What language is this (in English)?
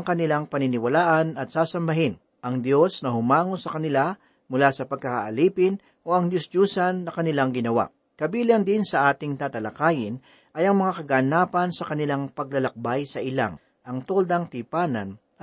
Filipino